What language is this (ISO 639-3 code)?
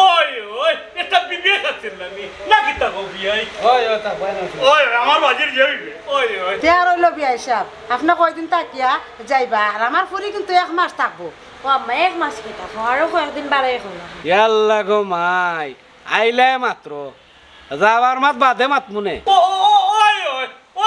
syl